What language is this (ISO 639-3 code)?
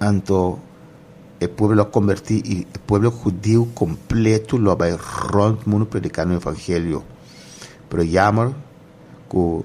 pap